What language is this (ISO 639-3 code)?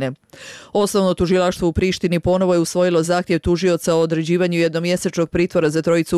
bos